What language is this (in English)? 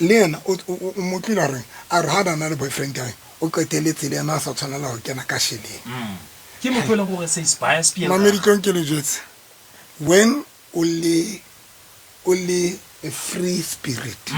Southern Sotho